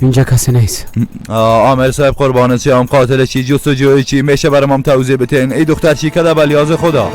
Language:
Persian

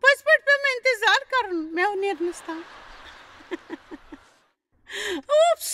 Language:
Kashmiri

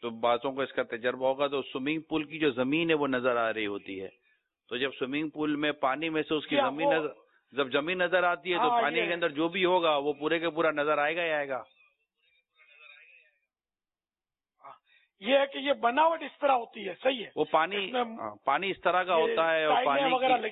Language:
Urdu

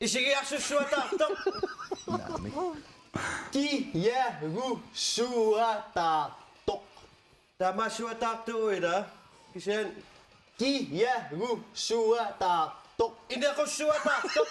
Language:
Kalaallisut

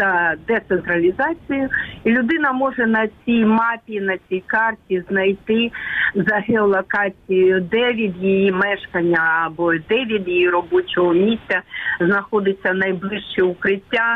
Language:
Ukrainian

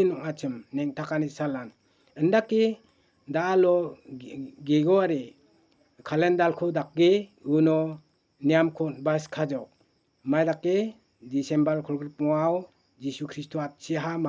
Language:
Garo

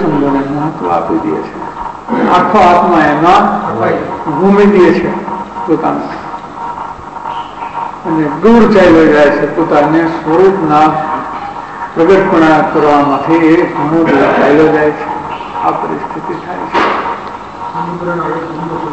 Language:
Gujarati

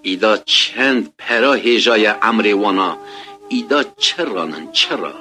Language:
Kurdish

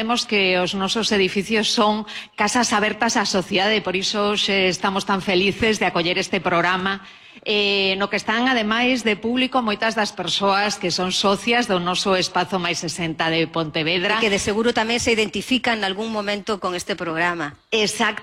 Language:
Galician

